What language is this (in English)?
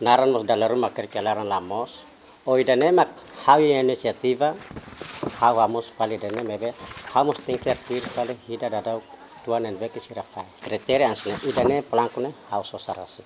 Tetum